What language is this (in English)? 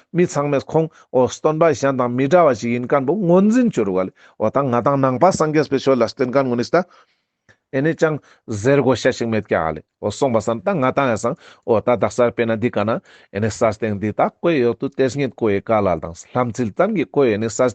Ladakhi